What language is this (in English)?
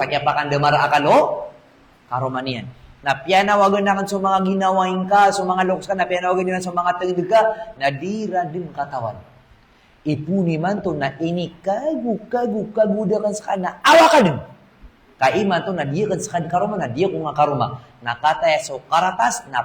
Maranao